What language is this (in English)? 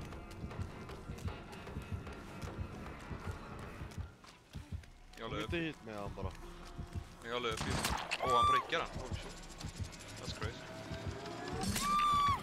Swedish